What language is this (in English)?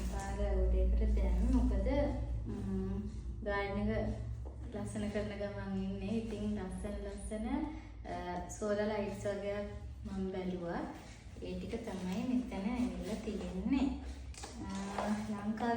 Sinhala